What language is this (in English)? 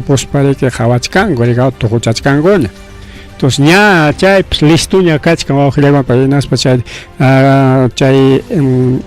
Ayacucho Quechua